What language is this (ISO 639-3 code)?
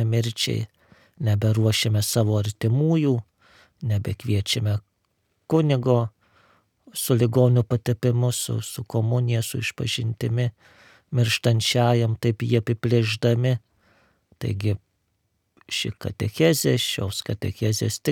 lit